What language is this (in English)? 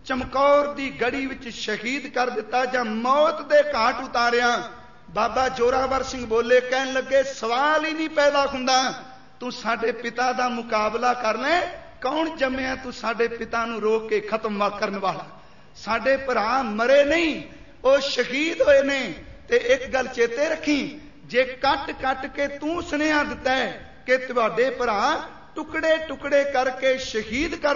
Punjabi